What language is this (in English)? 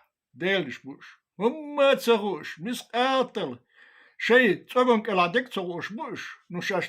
Chechen